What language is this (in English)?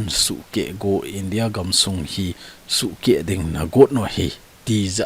Thado Chin